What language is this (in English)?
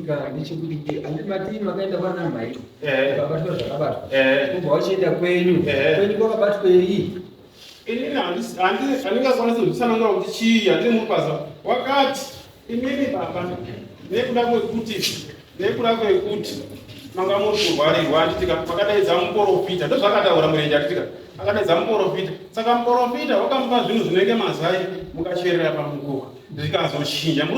Shona